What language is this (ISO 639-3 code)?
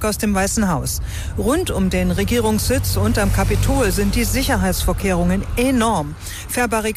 deu